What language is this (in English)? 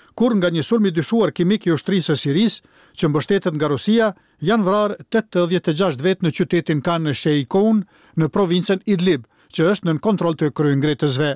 Albanian